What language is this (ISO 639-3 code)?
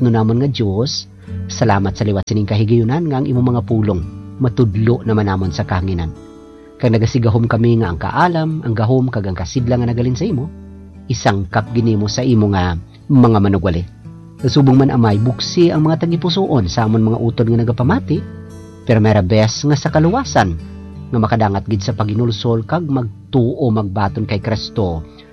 hil